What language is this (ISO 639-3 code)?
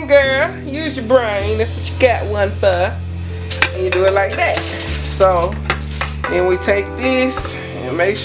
eng